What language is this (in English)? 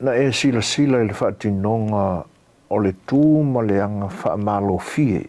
Samoan